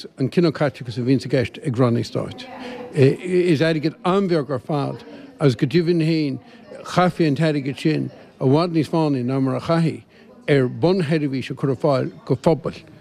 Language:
Irish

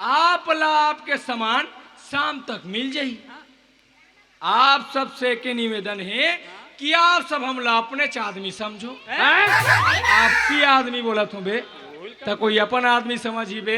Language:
Chhattisgarhi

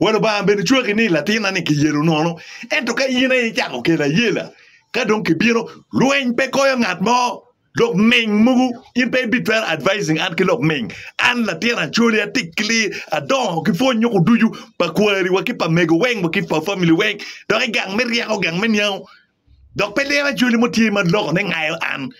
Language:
Acoli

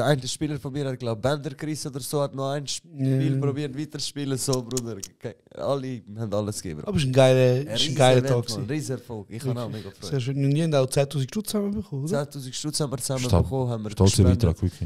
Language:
Swiss German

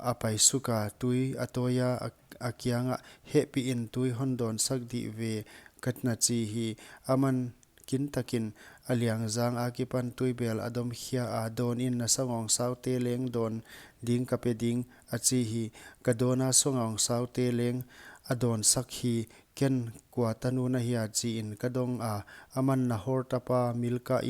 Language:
Paite Chin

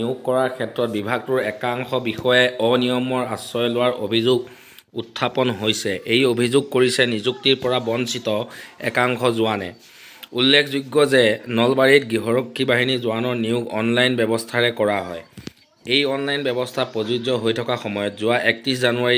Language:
Assamese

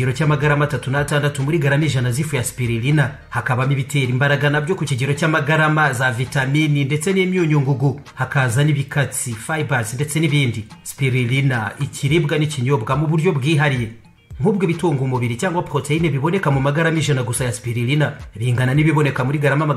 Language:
Kinyarwanda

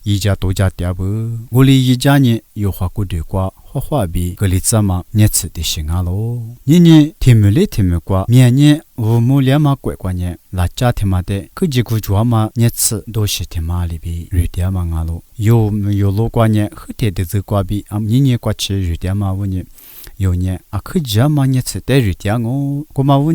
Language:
Lisu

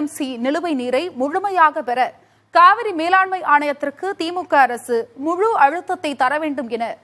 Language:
Tamil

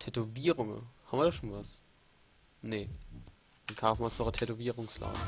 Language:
Palatine German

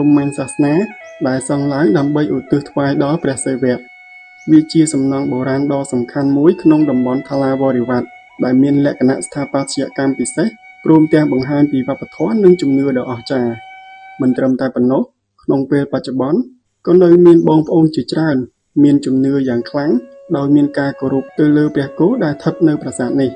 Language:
Khmer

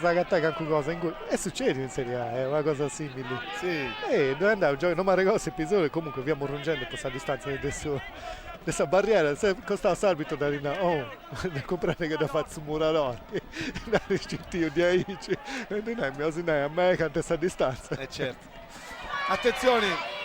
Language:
Sardinian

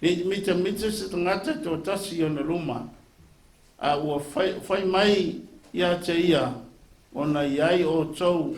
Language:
Samoan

